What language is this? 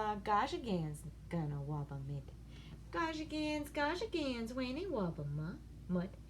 Ojibwa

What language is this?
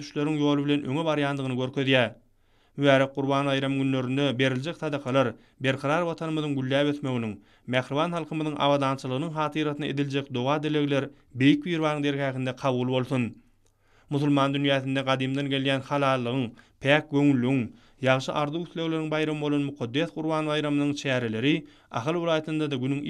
Turkmen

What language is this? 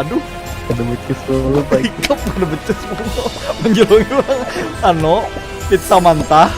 Banjar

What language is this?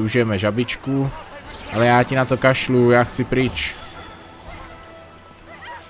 Czech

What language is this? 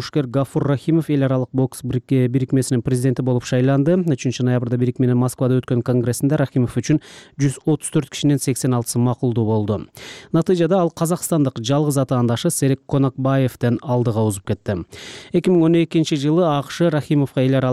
Kyrgyz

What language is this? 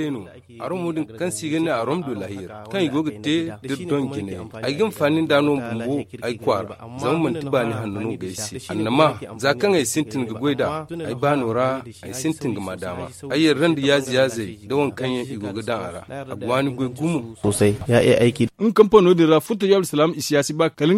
Zarma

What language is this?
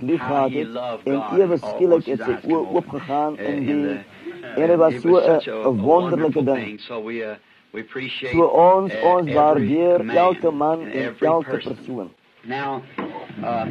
Afrikaans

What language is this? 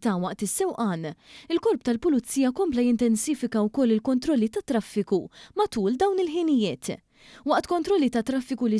Maltese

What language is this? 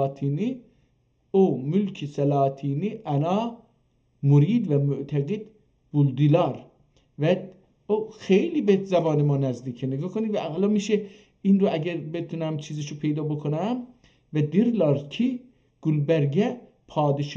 South Azerbaijani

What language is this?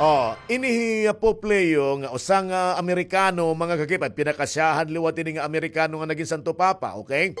Waray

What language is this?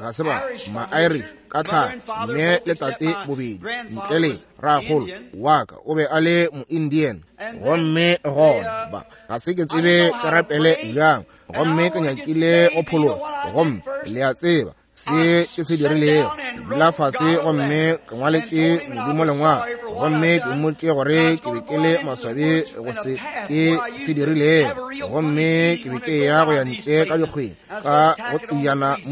Northern Sotho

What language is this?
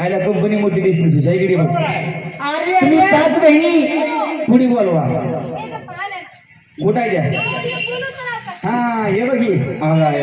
Marathi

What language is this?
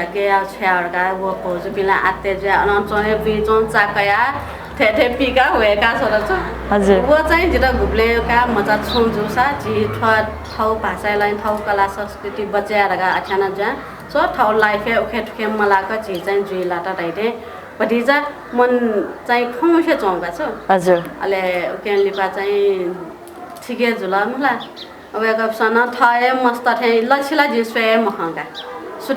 Newari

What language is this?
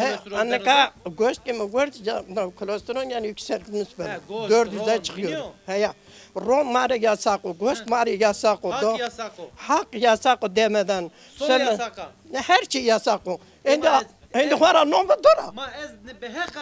Zaza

